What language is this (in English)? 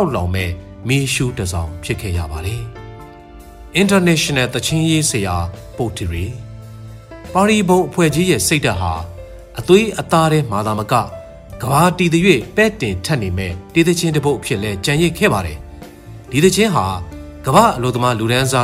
Burmese